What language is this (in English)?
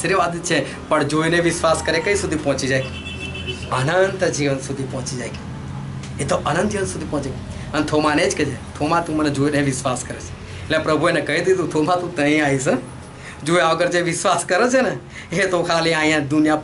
Gujarati